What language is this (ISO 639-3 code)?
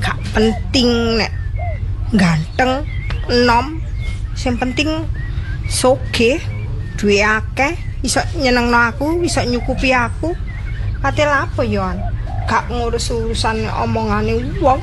jav